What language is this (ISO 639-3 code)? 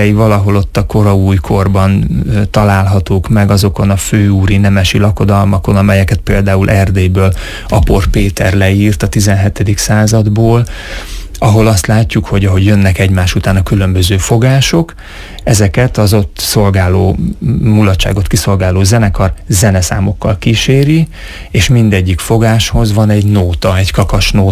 hun